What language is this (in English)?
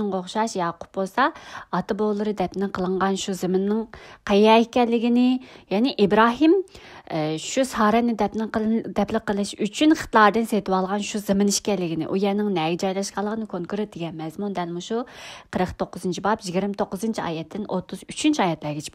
Uyghur